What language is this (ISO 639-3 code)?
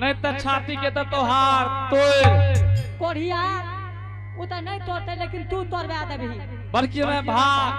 anp